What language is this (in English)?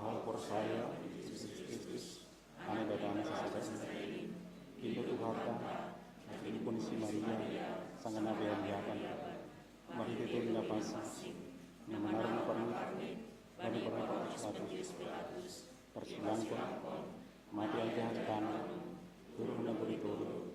Batak Simalungun